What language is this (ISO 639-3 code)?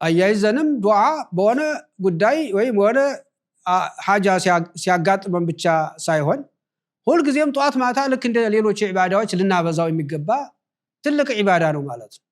amh